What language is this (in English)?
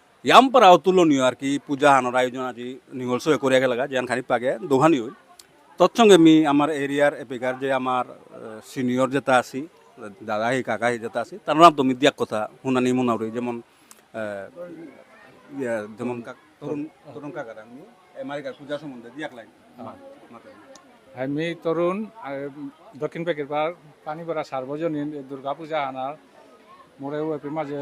Bishnupriya